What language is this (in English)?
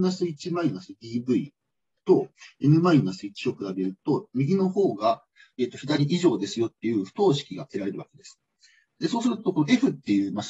Japanese